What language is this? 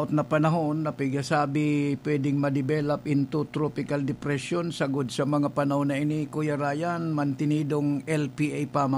Bikol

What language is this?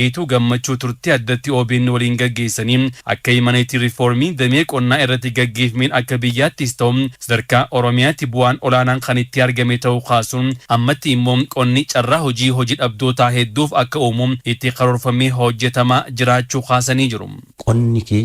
Oromo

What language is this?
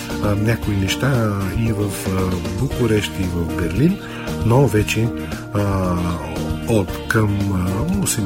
Bulgarian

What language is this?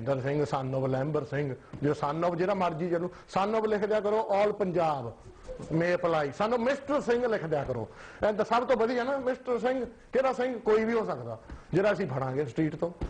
Punjabi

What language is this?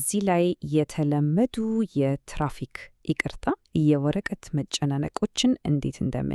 Amharic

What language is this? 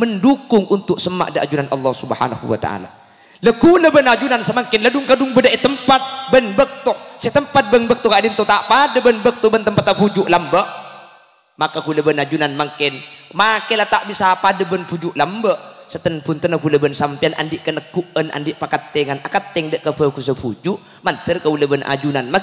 Madurese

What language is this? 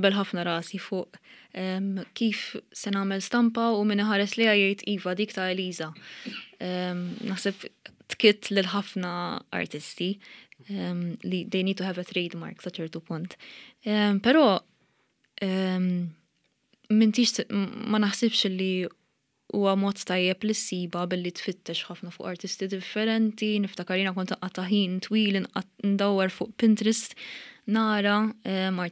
Maltese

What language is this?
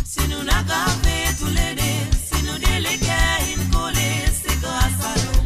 Morisyen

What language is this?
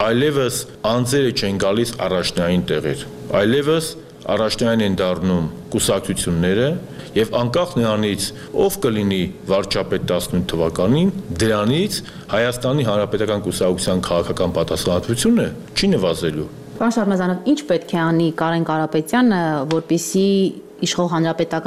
Armenian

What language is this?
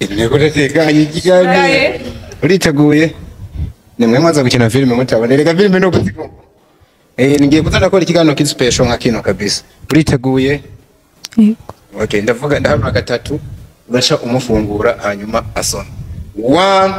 Rundi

